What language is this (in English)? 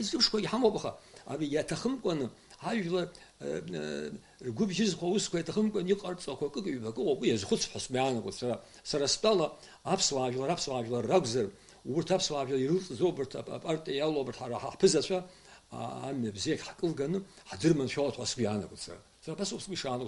Abkhazian